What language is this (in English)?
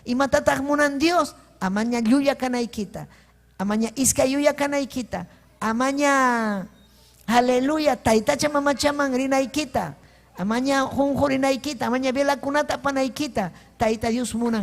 Ayacucho Quechua